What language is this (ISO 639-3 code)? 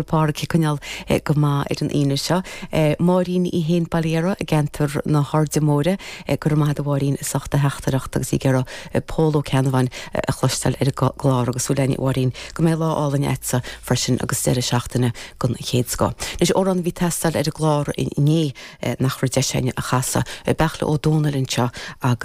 gle